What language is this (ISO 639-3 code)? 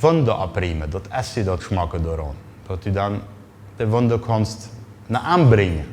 pdt